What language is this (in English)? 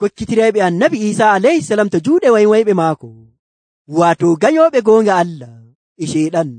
Nigerian Fulfulde